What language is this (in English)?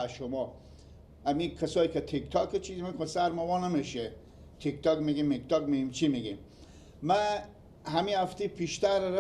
Persian